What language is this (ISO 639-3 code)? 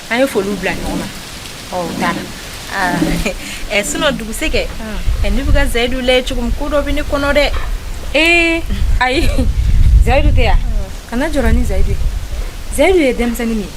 bam